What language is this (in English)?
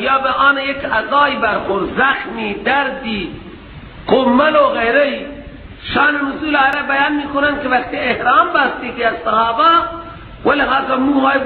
Persian